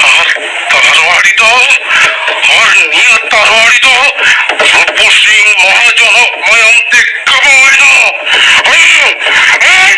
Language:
Santali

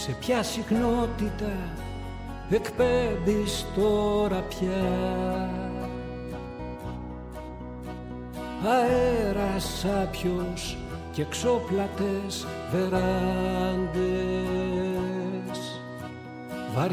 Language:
Greek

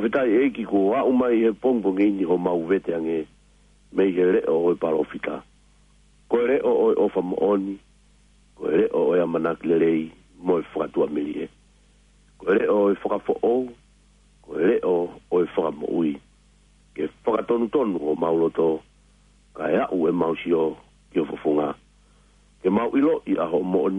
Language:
Tongan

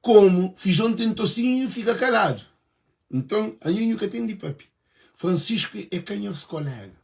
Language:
Kabuverdianu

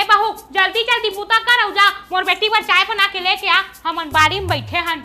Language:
Chhattisgarhi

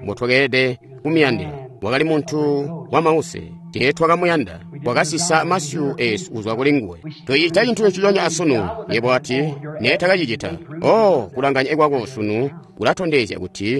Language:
Tonga (Zambia)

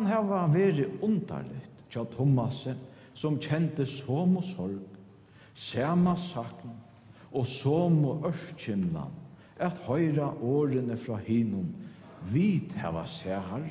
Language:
Faroese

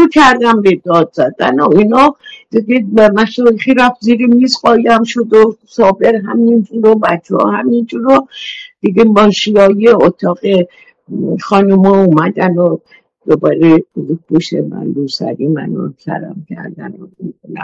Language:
Persian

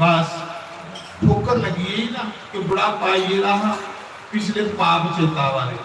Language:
Dogri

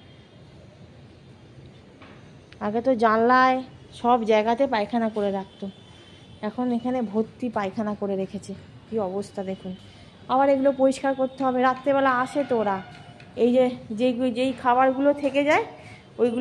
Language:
Bangla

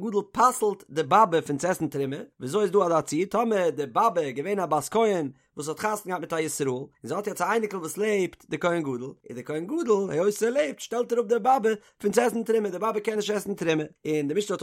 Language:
Yiddish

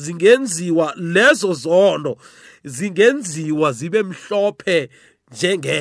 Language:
South Ndebele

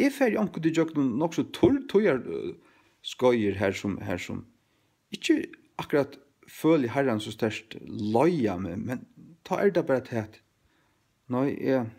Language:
Faroese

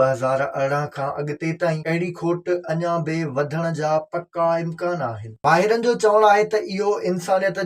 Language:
Sindhi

